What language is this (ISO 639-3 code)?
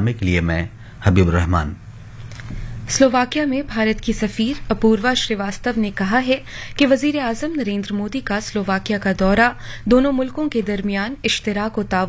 urd